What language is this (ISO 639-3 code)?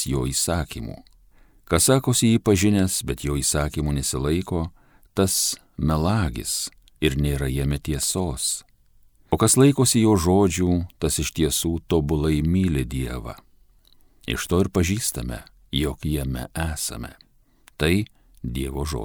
lit